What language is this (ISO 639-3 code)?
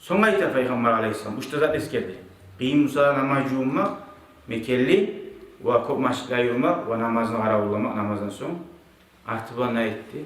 kum